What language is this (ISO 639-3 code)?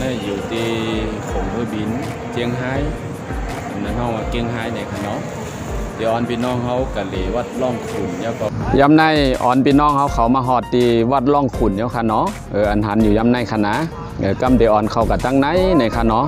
shn